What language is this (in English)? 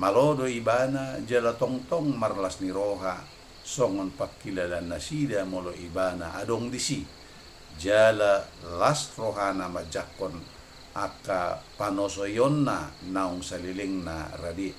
Batak Toba